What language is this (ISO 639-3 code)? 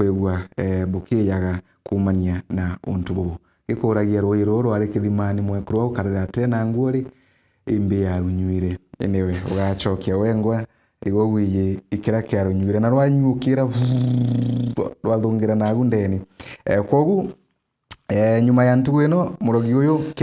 mer